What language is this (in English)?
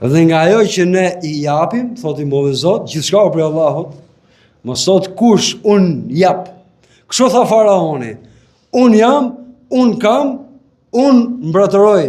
Albanian